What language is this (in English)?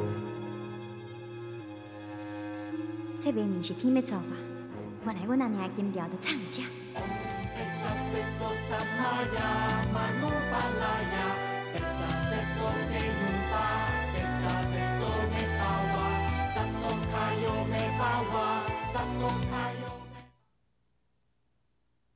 Min Nan Chinese